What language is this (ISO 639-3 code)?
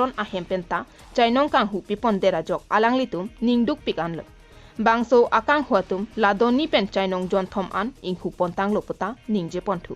mjw